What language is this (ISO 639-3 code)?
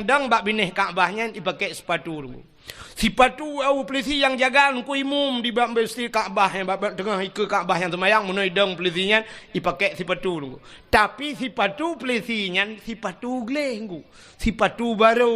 ace